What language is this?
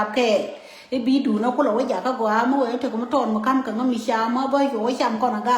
Nuer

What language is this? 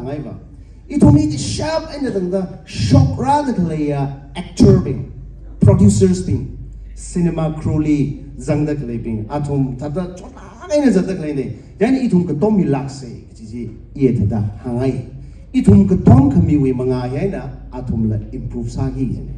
Tangkhul Naga (India)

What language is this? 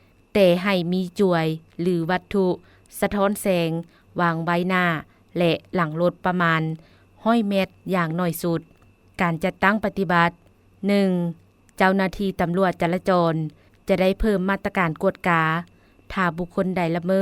Lao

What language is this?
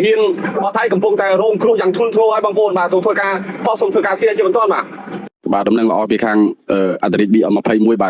Khmer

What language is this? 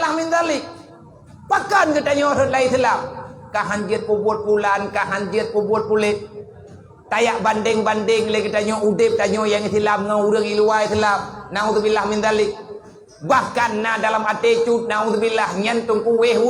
Achinese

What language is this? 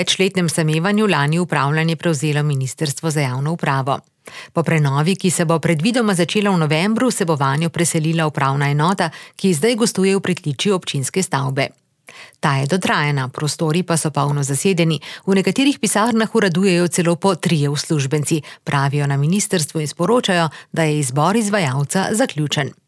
Slovenian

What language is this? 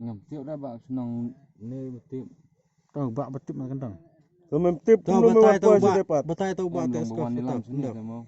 Khasi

